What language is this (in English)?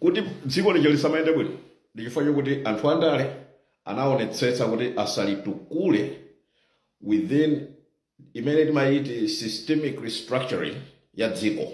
Nyanja